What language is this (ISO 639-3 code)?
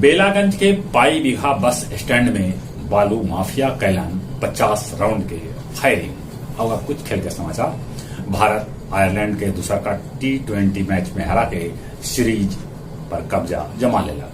mag